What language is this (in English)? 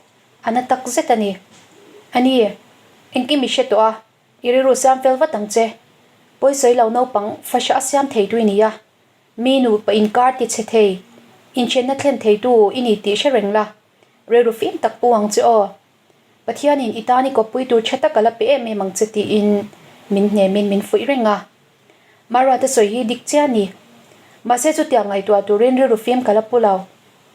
Mizo